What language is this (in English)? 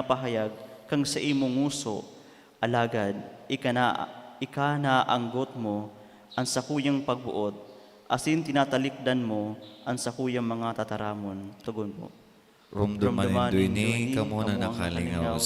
Bikol